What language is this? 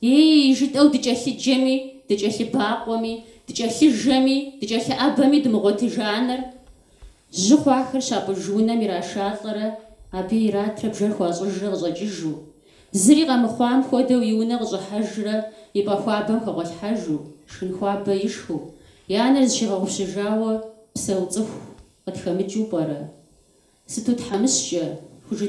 Kabardian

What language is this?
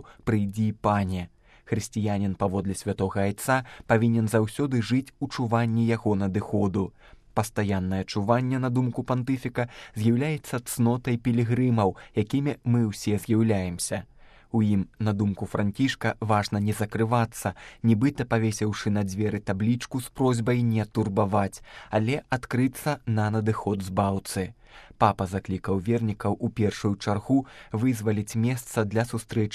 Belarusian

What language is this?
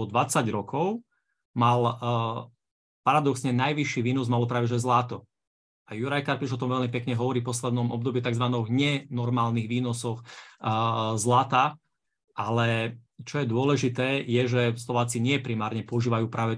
Slovak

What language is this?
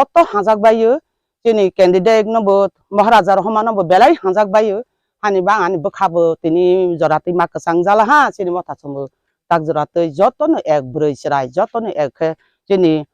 Riang (India)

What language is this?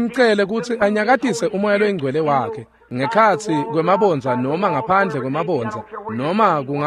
Swati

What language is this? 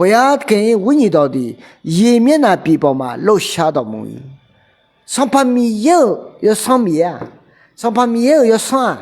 Akha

